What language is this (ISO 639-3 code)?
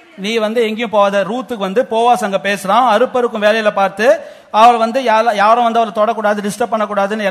tam